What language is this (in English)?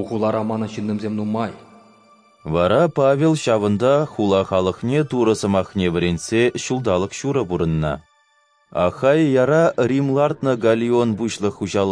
Chuvash